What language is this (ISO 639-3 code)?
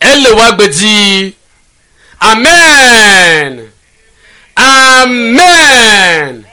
ewe